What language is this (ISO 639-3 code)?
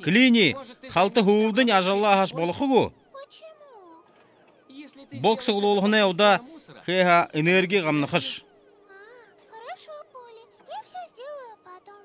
bua